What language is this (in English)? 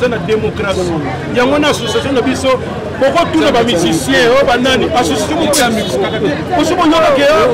Lingala